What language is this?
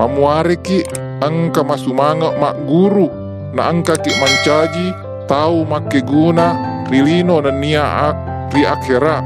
Buginese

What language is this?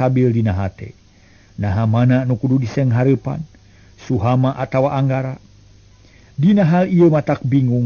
Sundanese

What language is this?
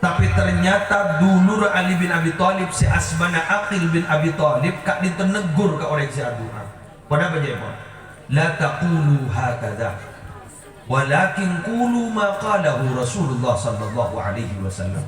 Madurese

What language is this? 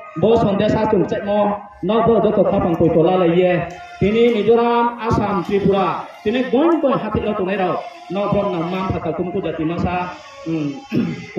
Riang (India)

